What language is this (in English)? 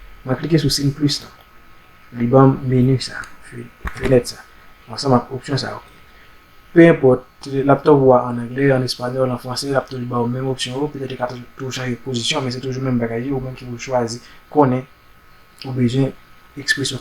Haitian Creole